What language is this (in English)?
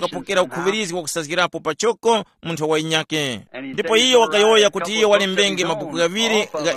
Tumbuka